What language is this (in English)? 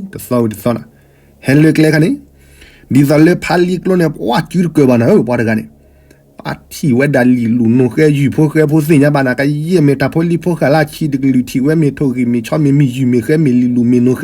S'gaw Karen